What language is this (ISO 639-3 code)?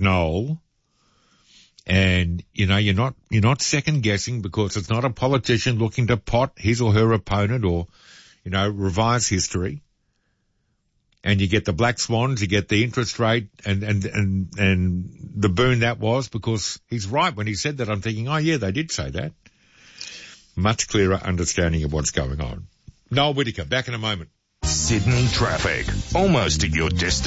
eng